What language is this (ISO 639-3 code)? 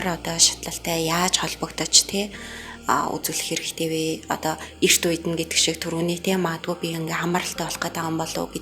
mon